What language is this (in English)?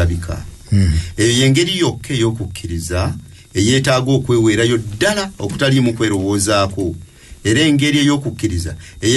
Ganda